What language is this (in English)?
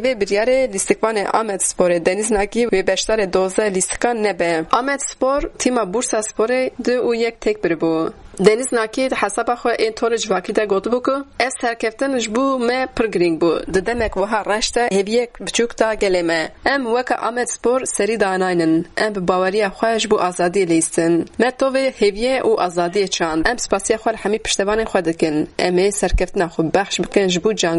Kurdish